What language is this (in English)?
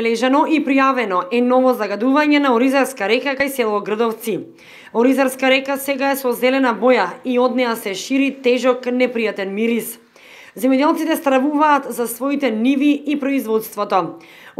Macedonian